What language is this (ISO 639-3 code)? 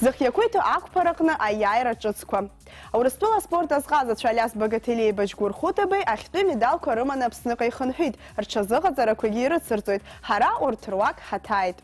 abk